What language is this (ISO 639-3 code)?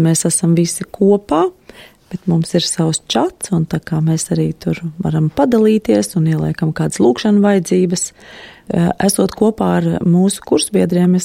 lav